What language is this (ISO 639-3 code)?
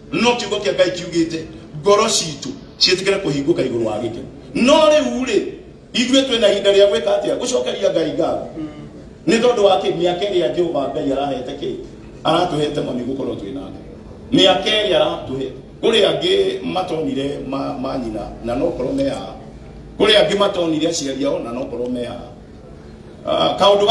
kik